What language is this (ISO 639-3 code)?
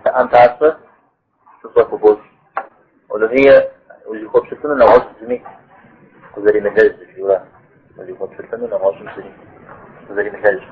kbd